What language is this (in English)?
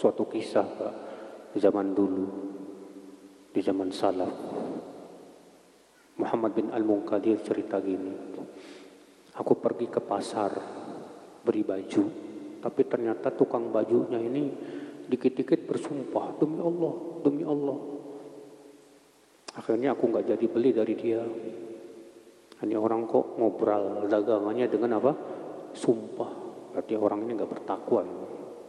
Indonesian